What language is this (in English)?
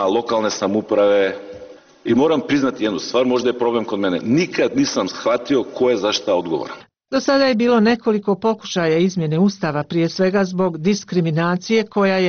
Bosnian